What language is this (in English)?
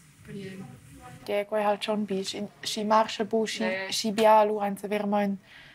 Romansh